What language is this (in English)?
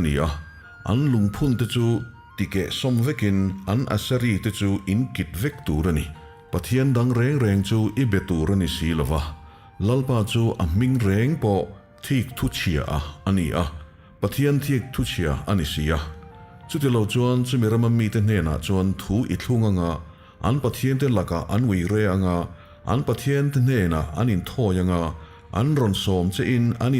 Mizo